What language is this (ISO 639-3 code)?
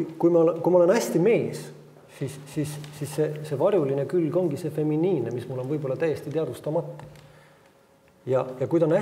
est